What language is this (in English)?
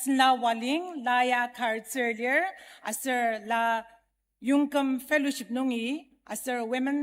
Ao Naga